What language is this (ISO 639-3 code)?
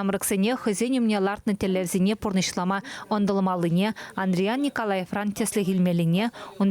chv